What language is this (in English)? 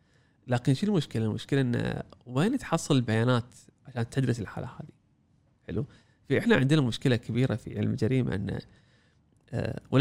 Gulf Arabic